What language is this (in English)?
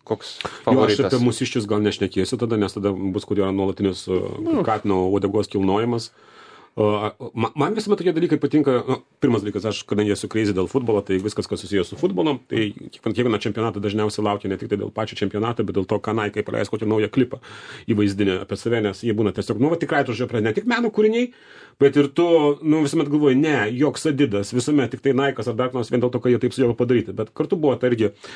Lithuanian